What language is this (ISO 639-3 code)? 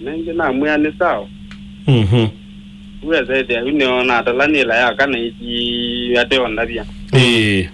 kam